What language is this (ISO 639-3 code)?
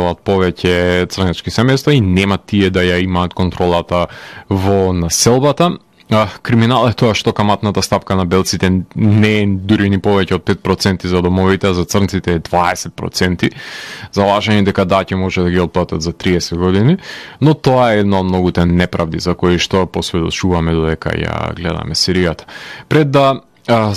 mkd